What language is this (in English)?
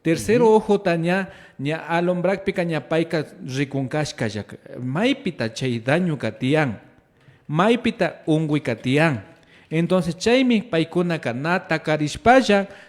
Imbabura Highland Quichua